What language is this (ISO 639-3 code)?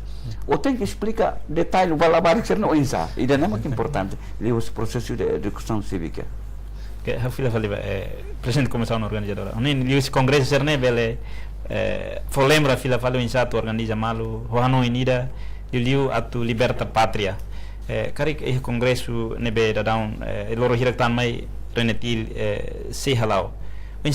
tet